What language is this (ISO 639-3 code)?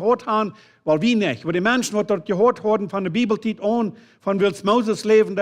pdt